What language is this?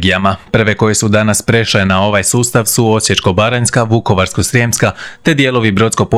Croatian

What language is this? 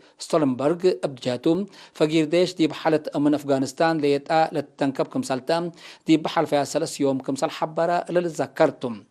Tigre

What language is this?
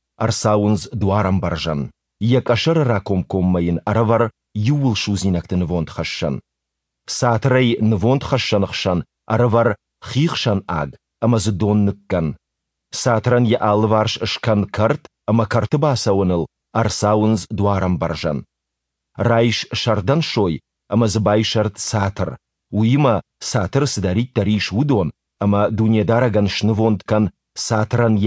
Ossetic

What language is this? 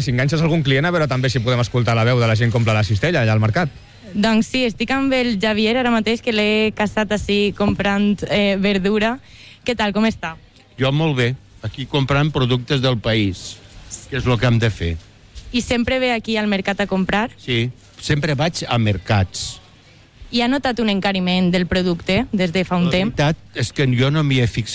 Catalan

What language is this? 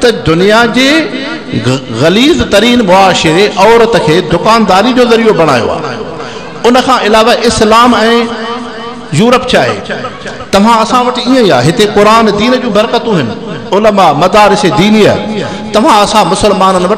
Sindhi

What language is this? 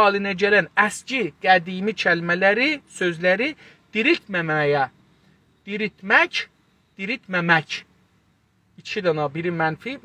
South Azerbaijani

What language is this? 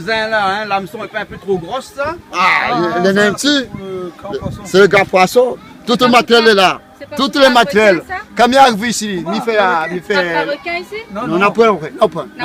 Réunion Creole French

